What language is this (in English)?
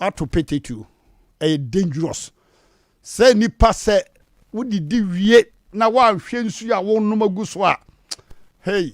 Akan